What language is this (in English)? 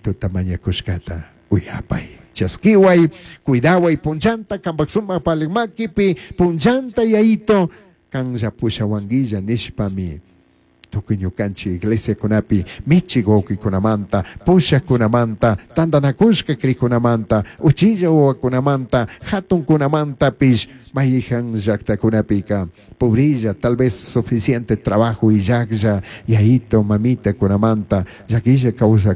Chimborazo Highland Quichua